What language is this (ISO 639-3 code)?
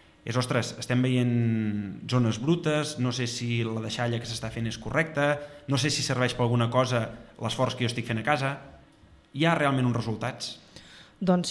cat